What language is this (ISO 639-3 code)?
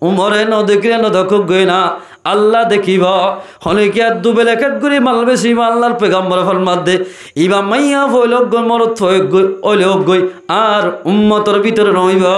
rhg